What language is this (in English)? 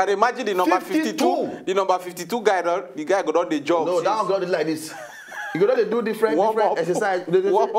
Nigerian Pidgin